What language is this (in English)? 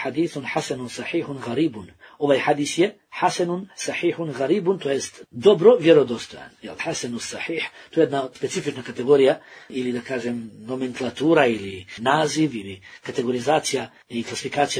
Bosnian